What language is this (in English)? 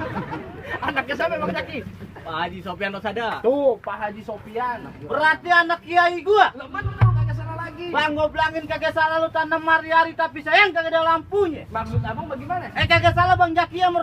Betawi